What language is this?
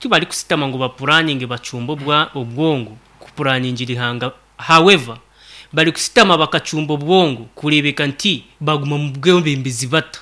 Nyankole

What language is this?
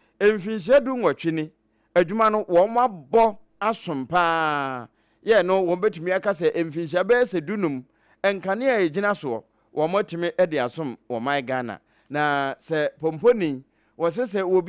Akan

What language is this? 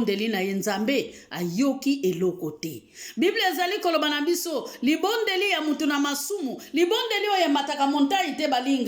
Lingala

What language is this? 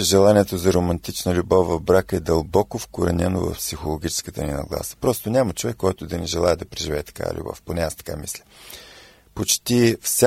Bulgarian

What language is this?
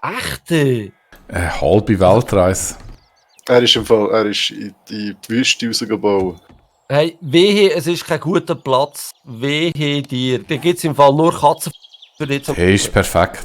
Swiss German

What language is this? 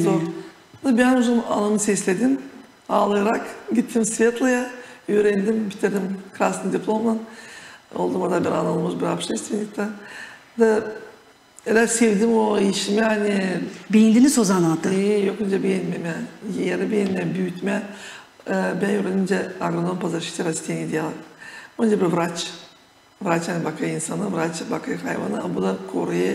Gagauz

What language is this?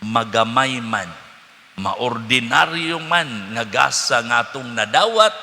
Cebuano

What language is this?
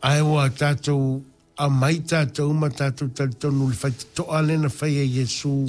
Samoan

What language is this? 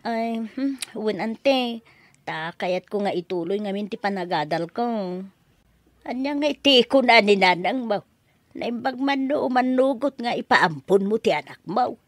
Iloko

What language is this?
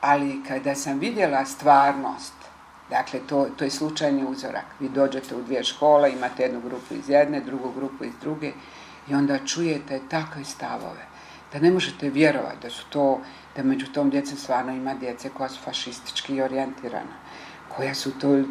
Bosnian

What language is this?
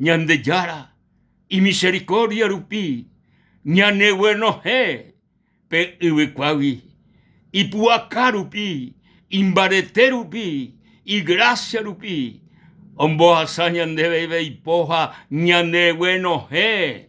Guarani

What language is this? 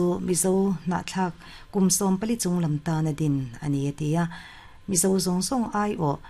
Mizo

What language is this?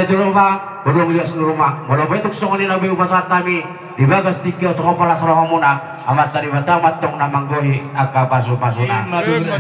Batak Toba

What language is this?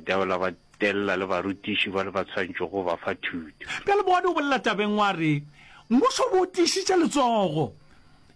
Northern Sotho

